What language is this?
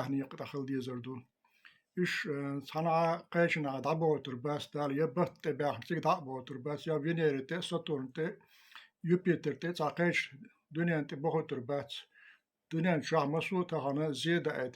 Chechen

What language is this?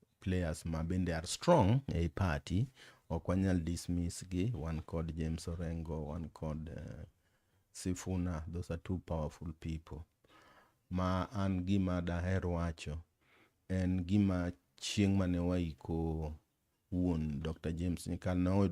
Luo (Kenya and Tanzania)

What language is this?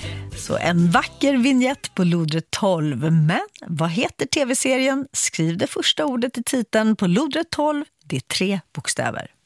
Swedish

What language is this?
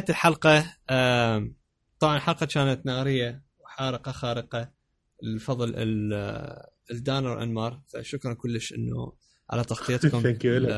Mesopotamian Arabic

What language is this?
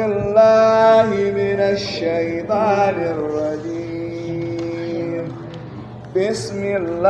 Adamawa Fulfulde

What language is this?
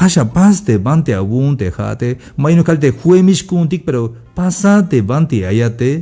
Tzeltal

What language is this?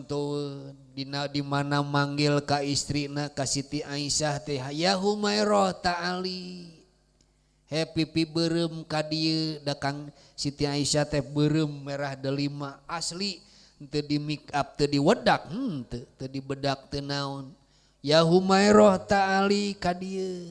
Sundanese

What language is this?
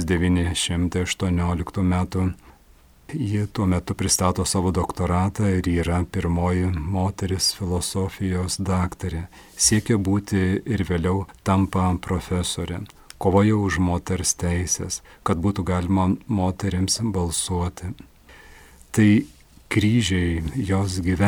Lithuanian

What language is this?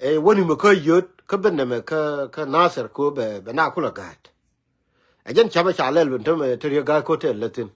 Nuer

